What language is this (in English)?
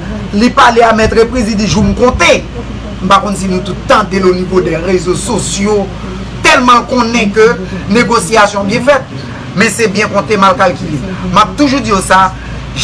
Haitian Creole